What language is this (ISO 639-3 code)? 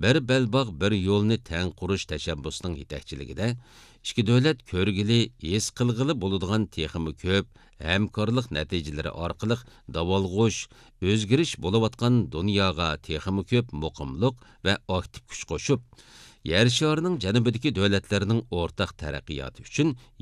uig